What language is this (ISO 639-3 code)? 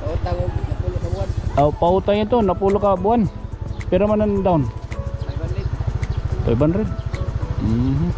war